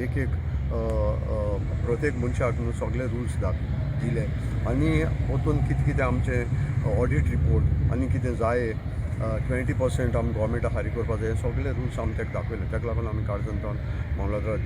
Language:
Konkani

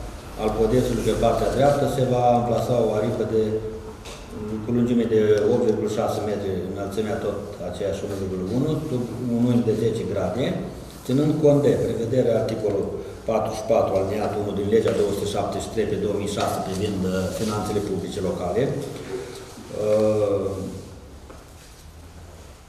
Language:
Romanian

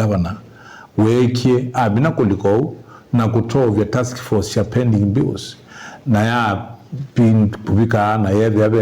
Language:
Kamba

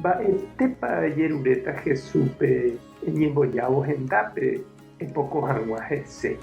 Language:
Guarani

